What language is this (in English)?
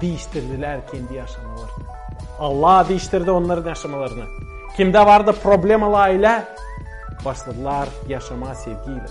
Gagauz